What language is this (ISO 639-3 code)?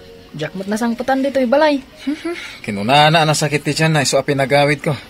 ilo